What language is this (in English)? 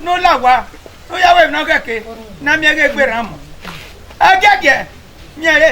Bini